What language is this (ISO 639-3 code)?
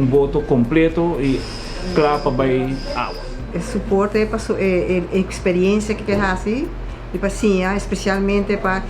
pap